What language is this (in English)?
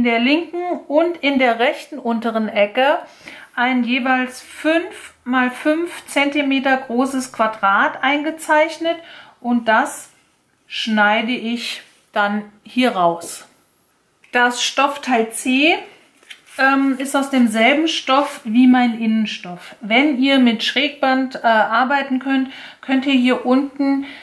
German